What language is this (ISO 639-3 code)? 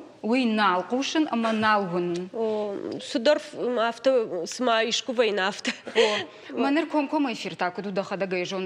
oss